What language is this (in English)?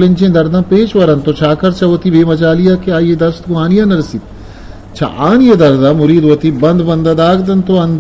Eastern Balochi